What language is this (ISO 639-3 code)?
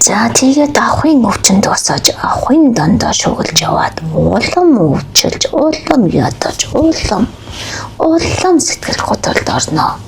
mon